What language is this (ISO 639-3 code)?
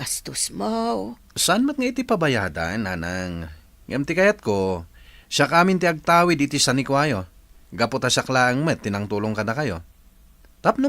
ilo